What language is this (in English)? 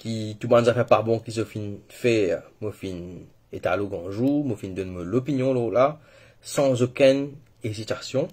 Morisyen